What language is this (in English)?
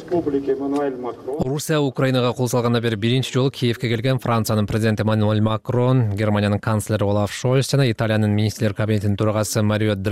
Kyrgyz